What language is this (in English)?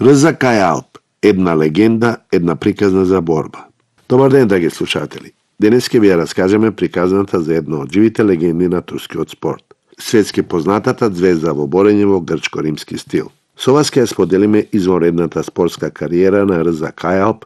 Macedonian